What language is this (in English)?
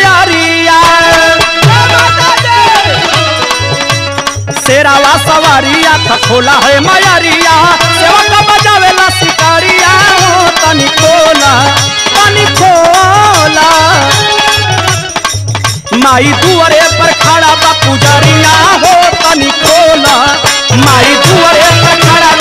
Bhojpuri